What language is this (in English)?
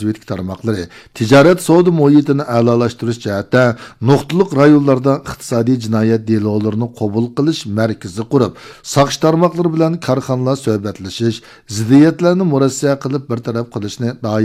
Uyghur